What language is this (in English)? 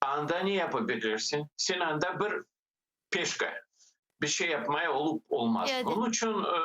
Crimean Tatar